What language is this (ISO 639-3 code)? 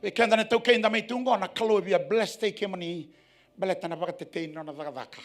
fij